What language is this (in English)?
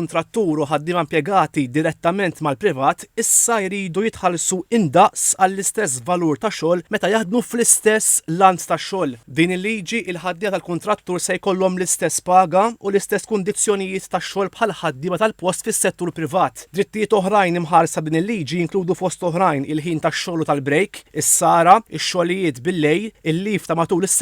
Maltese